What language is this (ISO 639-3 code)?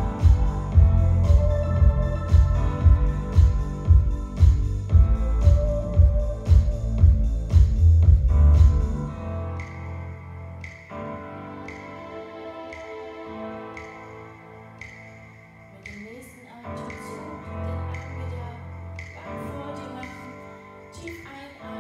deu